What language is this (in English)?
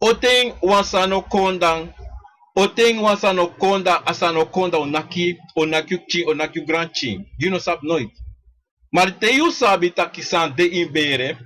Sranan Tongo